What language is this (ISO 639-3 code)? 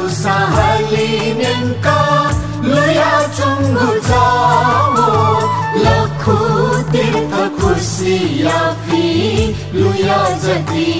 new